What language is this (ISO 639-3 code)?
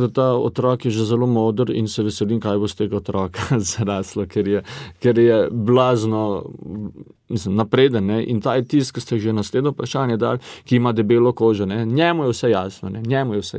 slv